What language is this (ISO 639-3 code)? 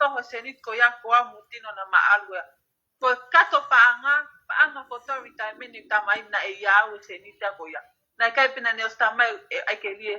ton